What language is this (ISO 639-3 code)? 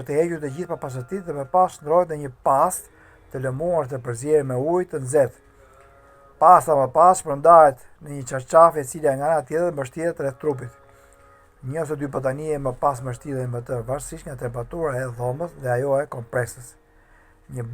sqi